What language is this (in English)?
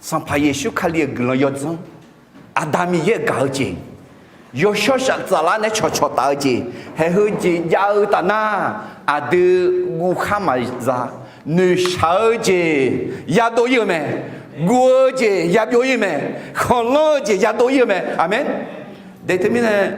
Akha